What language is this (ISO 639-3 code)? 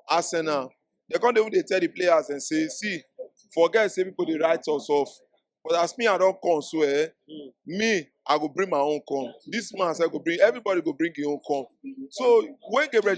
pcm